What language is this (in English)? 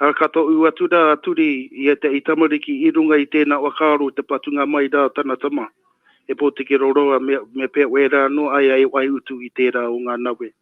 Māori